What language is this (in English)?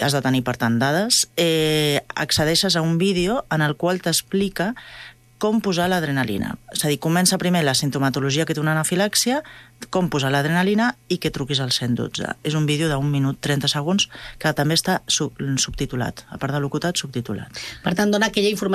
Catalan